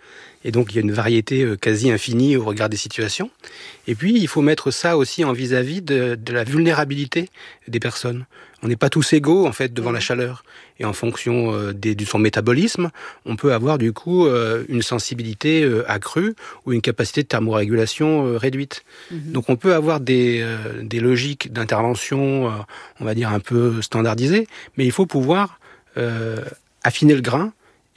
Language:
French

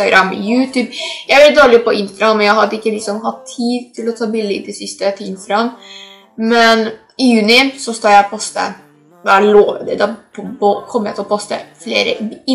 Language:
Norwegian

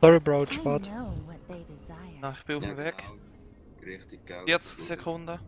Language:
Swiss German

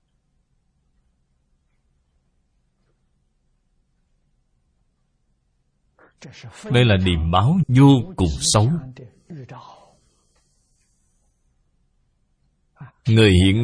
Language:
Vietnamese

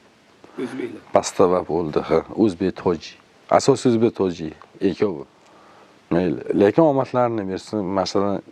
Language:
Uzbek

